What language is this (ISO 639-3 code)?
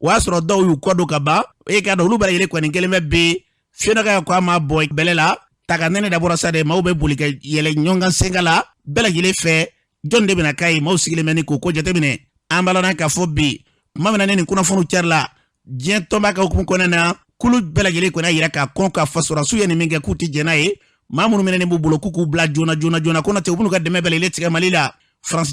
bam